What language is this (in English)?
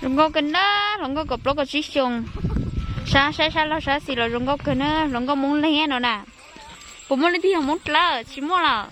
Hmong